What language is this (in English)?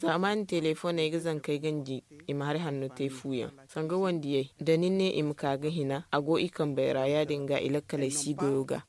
Zarma